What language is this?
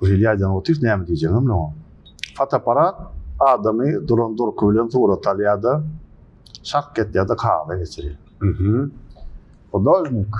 Turkmen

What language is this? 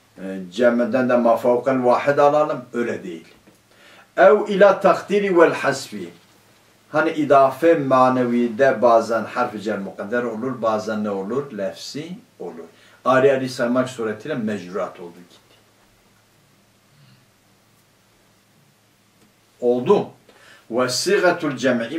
Turkish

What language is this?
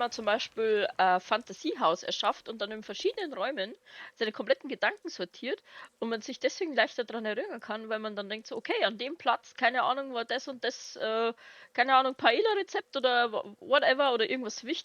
Bavarian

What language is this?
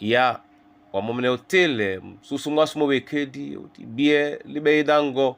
Duala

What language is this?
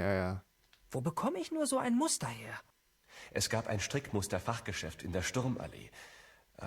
Swiss German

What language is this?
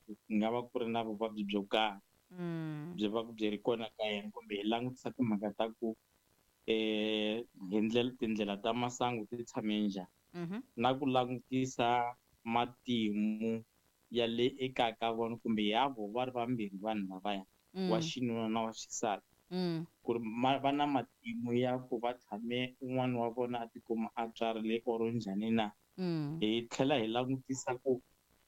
Tsonga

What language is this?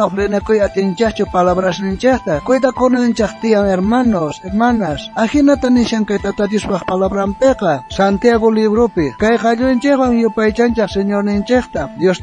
South Bolivian Quechua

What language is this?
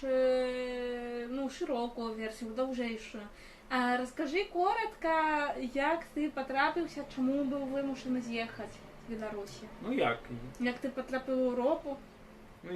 Belarusian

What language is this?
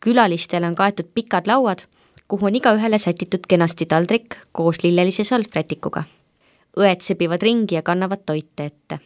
Estonian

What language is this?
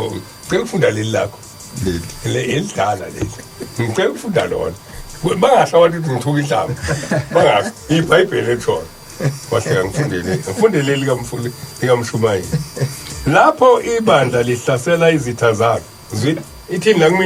Zulu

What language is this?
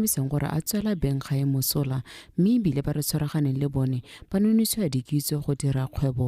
Tswana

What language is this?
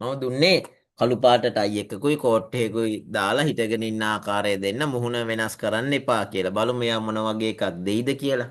Sinhala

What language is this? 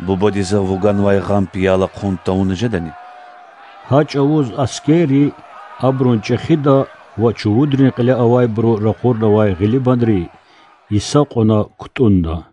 Lezghian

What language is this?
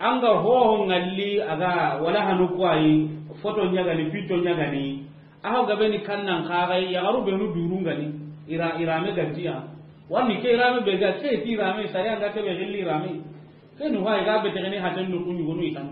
Soninke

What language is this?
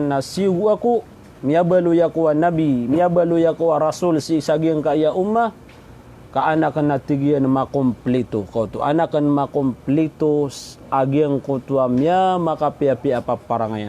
Maranao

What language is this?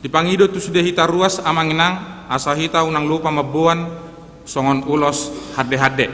Batak Toba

